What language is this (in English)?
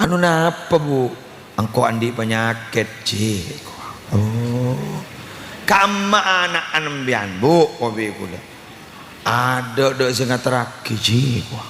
Madurese